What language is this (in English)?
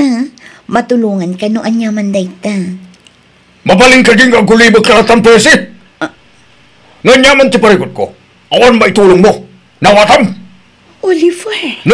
Iloko